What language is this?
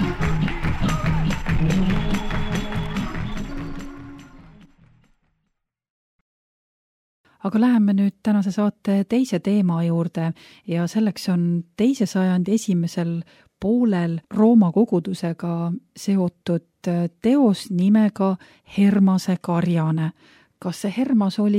Estonian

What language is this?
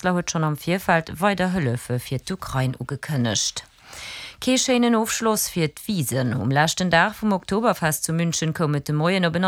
Luxembourgish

